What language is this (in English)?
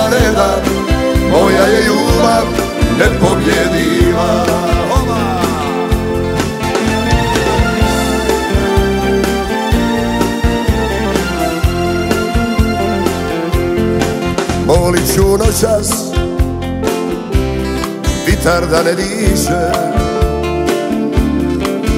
Croatian